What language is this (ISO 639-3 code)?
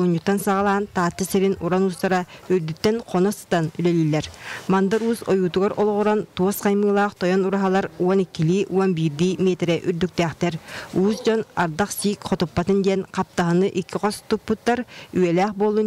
sah